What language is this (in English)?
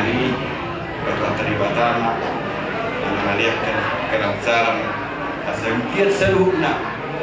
Batak Toba